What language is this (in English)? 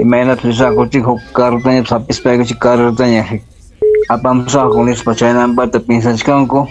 Ayacucho Quechua